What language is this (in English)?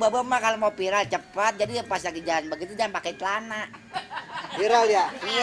Betawi